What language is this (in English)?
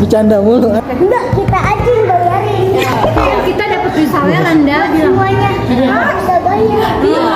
Betawi